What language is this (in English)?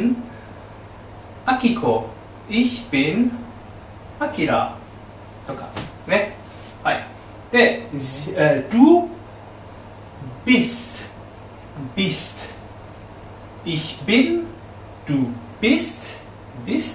Japanese